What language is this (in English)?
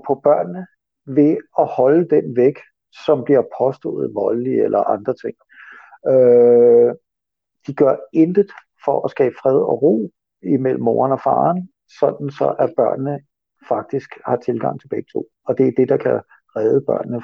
Danish